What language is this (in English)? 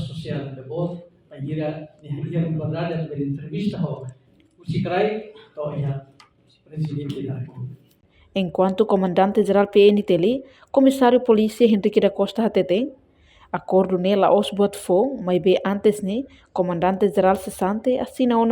Tetum